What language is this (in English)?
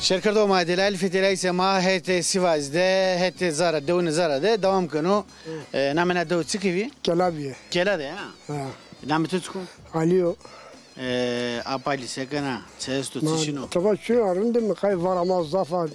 Zaza